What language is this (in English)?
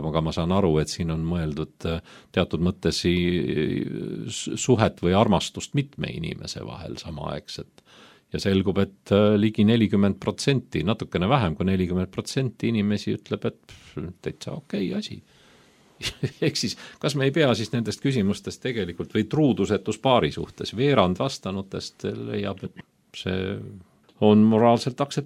Estonian